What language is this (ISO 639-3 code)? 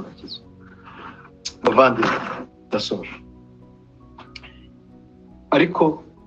kin